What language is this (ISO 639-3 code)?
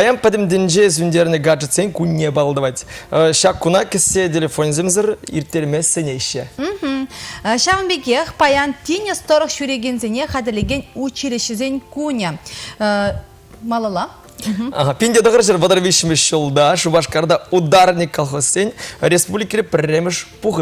chv